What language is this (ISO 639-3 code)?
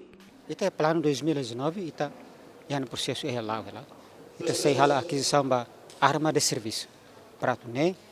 tet